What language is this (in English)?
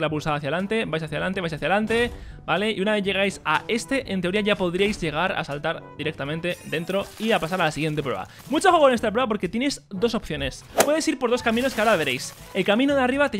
Spanish